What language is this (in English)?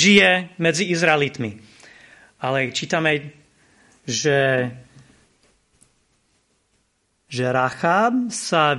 Slovak